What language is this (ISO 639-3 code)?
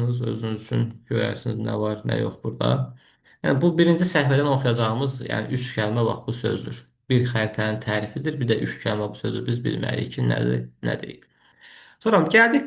aze